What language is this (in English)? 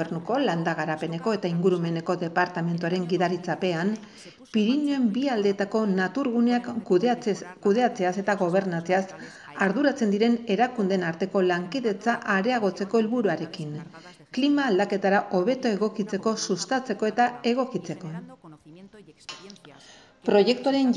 Basque